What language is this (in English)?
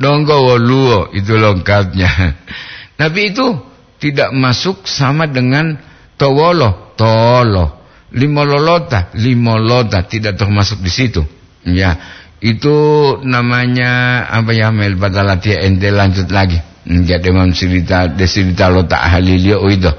Gorontalo